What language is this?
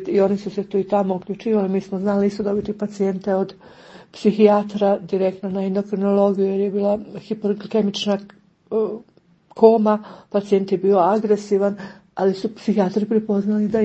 Croatian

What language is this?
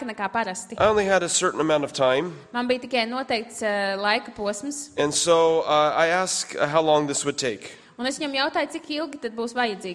Latvian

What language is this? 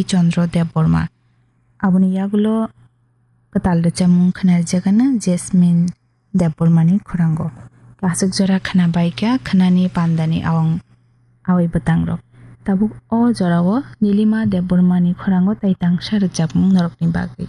Kok Borok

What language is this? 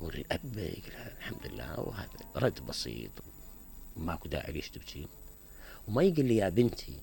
Mesopotamian Arabic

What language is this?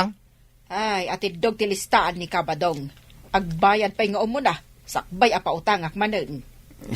Iloko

